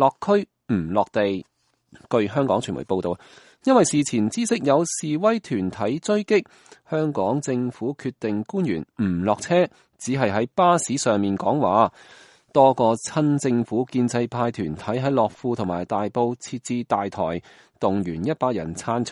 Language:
Cantonese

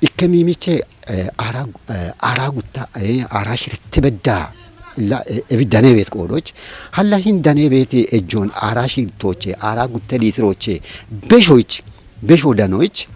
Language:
Kafa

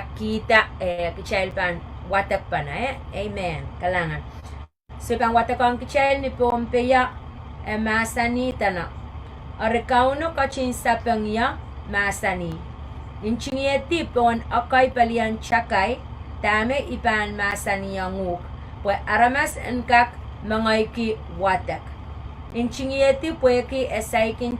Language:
Pohnpeian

